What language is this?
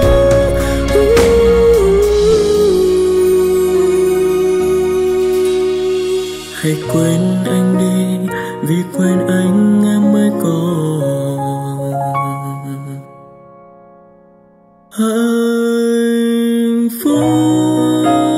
Vietnamese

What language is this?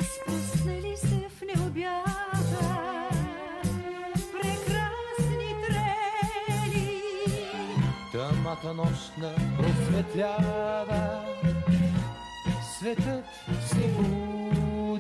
Bulgarian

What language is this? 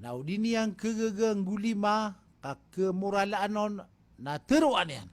Maranao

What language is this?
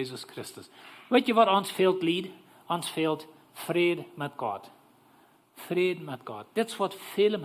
Plautdietsch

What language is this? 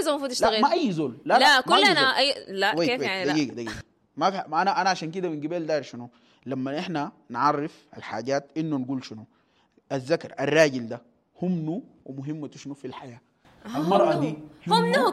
Sudanese Arabic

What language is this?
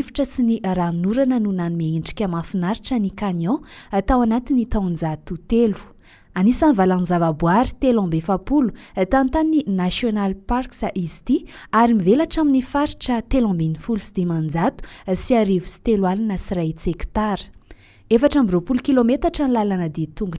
Malagasy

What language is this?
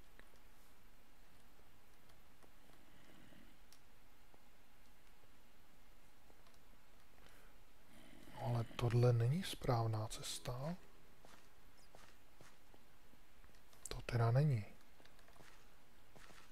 Czech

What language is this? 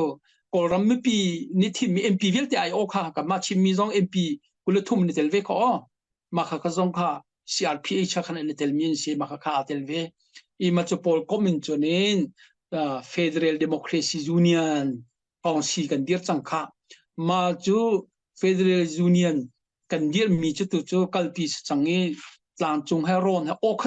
Hakha Chin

